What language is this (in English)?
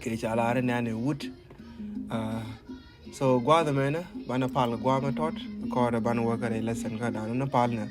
Nuer